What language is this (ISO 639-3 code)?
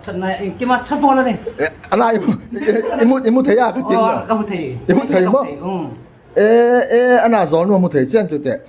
hmr